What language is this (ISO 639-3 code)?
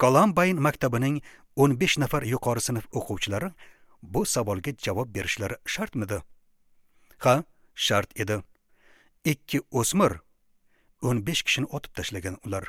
uzb